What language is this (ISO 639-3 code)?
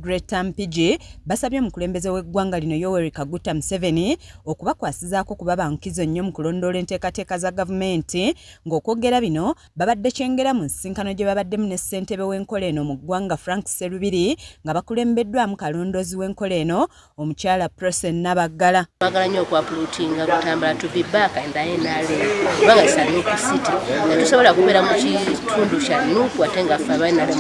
lug